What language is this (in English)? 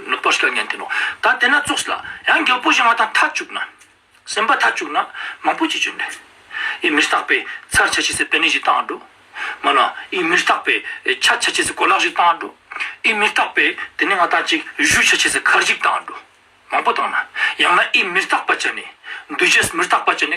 Ladakhi